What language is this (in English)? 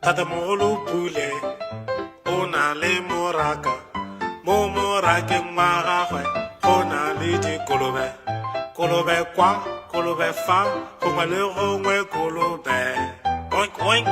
Tswana